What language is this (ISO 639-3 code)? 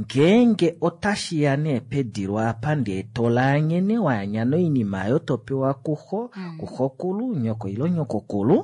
kua